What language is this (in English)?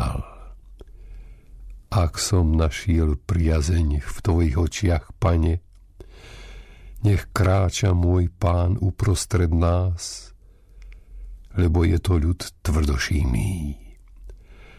Slovak